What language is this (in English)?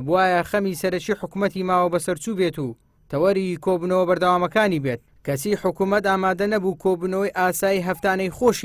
Central Kurdish